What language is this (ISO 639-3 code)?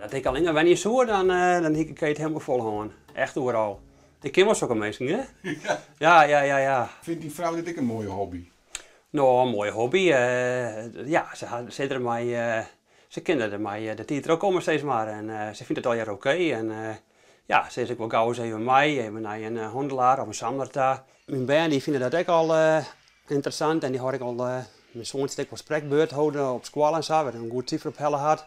fry